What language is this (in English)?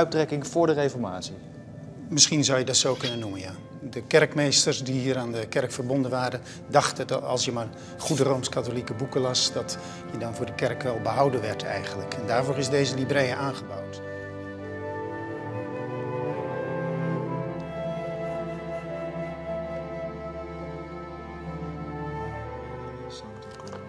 Dutch